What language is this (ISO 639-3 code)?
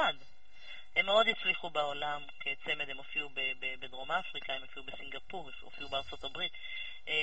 heb